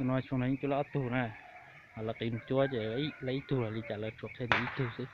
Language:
Hmong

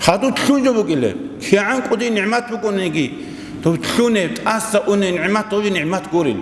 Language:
Avaric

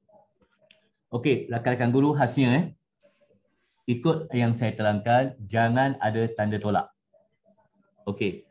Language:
Malay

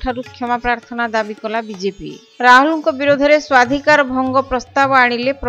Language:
Odia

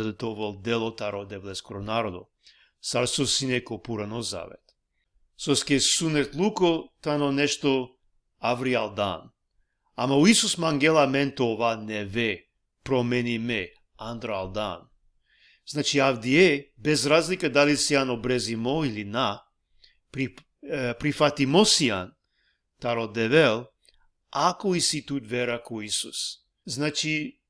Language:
Balkan Romani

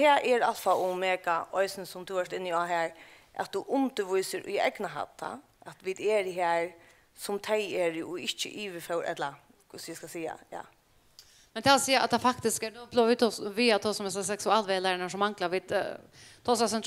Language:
Faroese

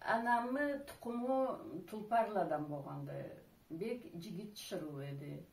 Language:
Karachay-Balkar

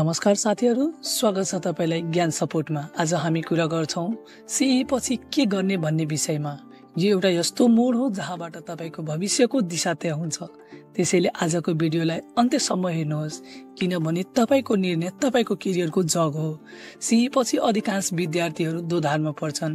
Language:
Nepali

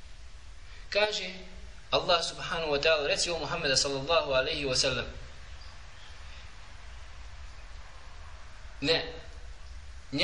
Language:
Bosnian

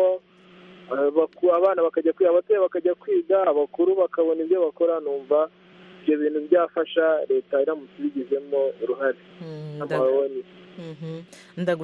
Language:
Kinyarwanda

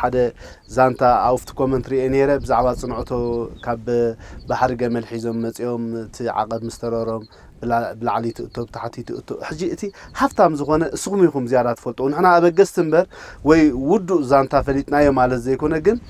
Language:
Tigrinya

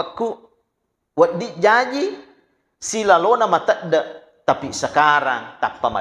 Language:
Buginese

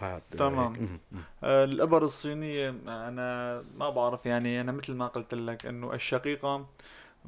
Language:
North Levantine Arabic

